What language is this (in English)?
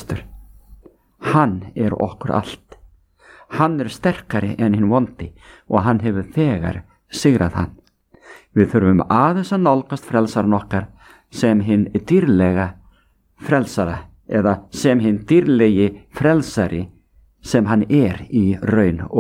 Icelandic